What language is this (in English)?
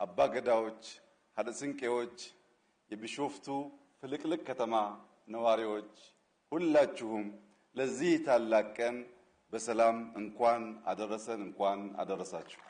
Amharic